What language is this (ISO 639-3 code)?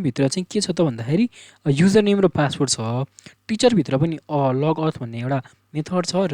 nep